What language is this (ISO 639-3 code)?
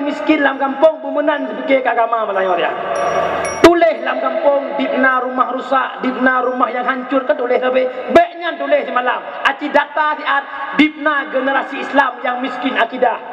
ace